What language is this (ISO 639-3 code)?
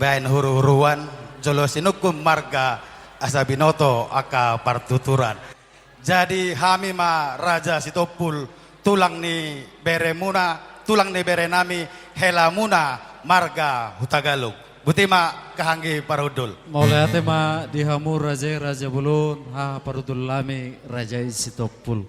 bbc